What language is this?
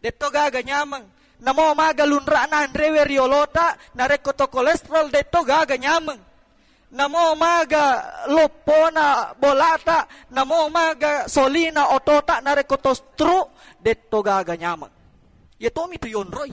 Buginese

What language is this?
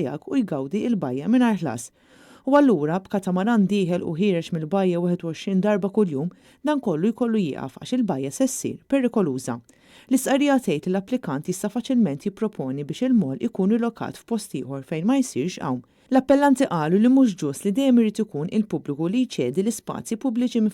Maltese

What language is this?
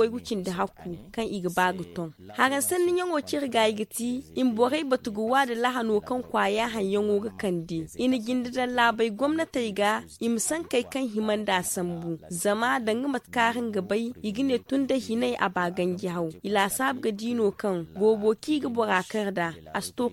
Zarma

